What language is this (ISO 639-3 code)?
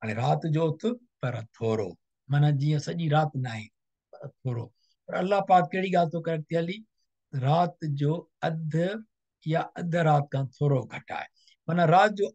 snd